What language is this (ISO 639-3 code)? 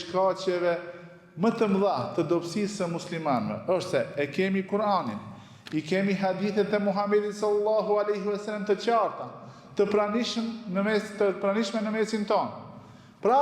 sqi